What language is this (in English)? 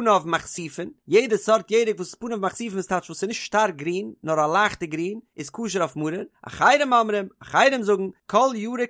Yiddish